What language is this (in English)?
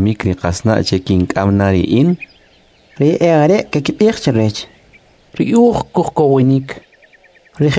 Kʼicheʼ